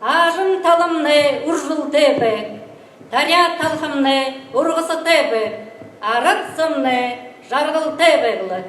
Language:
Buriat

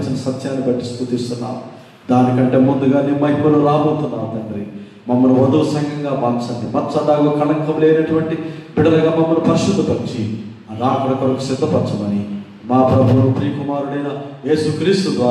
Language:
Telugu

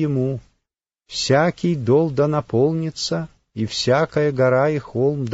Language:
Russian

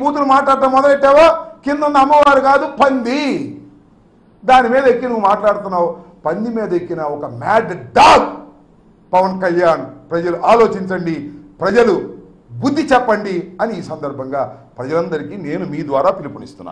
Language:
Telugu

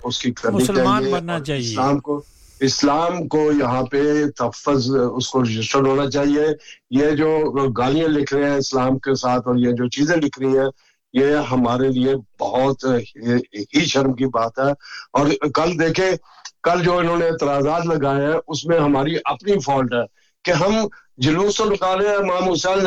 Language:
Urdu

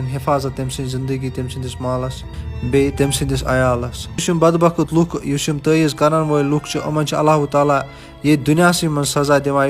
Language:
Kashmiri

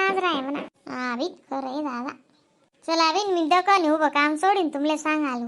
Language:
Khandesi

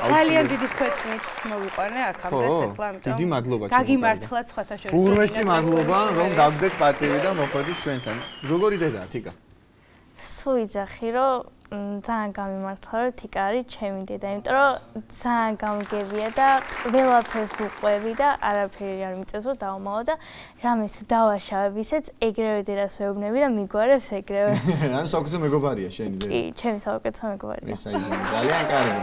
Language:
Georgian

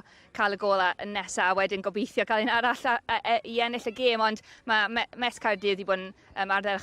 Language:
Welsh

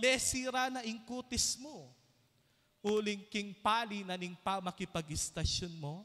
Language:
Pampanga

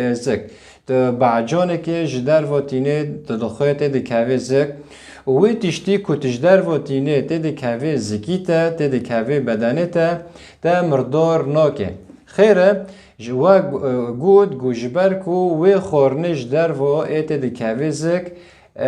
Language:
Kurdish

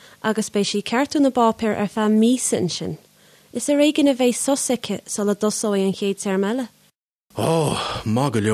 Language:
Irish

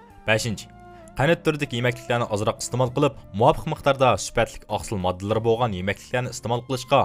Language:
Uyghur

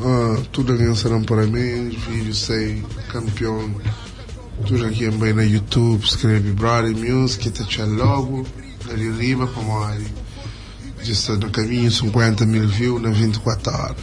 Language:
Kabuverdianu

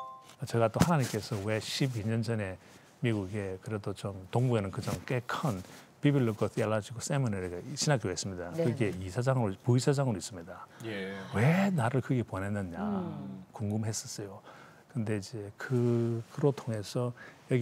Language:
Korean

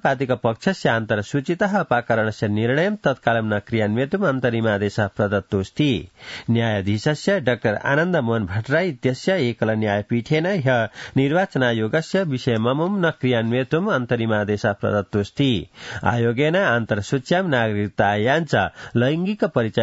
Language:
Sanskrit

